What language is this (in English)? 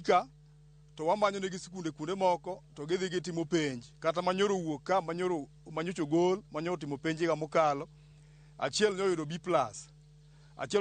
Luo (Kenya and Tanzania)